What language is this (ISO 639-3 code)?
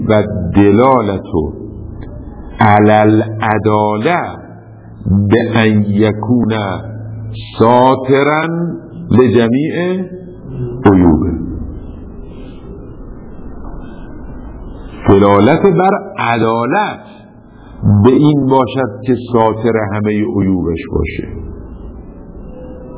fas